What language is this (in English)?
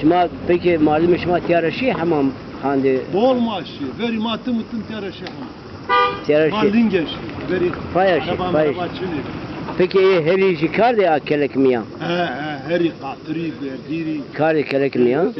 Zaza